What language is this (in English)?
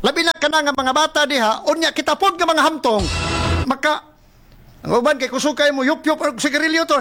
Cebuano